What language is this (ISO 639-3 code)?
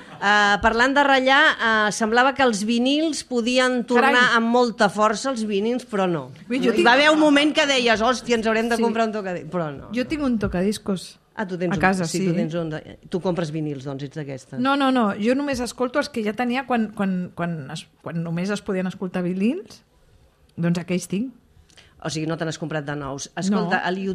cat